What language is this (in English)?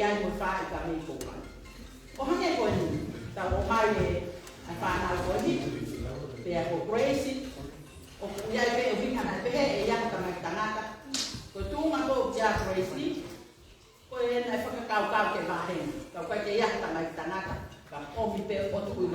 Tongan